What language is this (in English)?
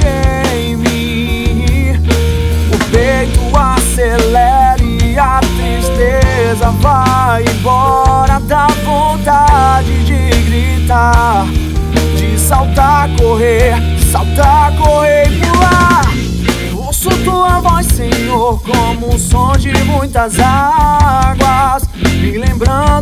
Portuguese